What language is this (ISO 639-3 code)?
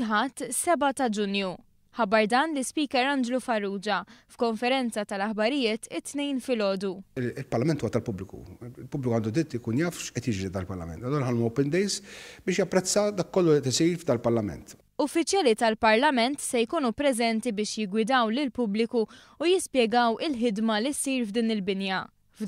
mlt